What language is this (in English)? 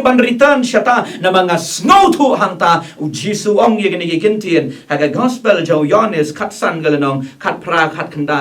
Khasi